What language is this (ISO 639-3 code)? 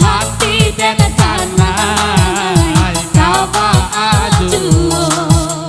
min